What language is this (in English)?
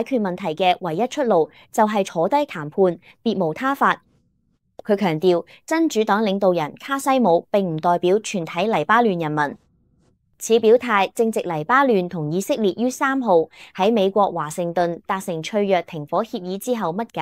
Cantonese